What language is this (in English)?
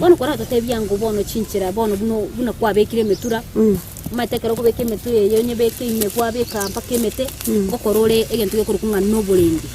Gusii